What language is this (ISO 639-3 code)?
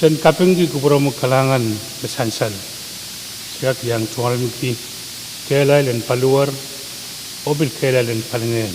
pon